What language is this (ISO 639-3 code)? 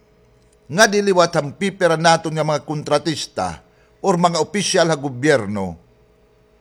war